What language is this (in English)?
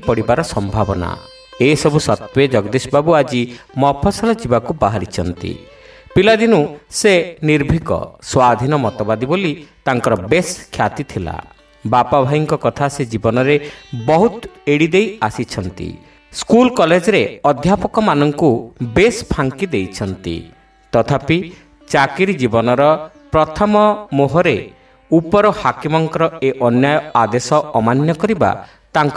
Odia